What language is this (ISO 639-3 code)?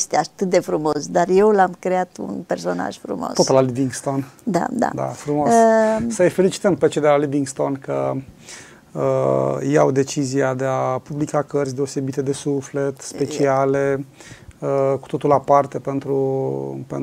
ron